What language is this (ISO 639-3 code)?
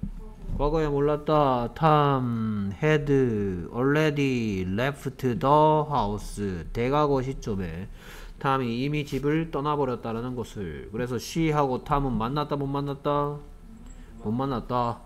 kor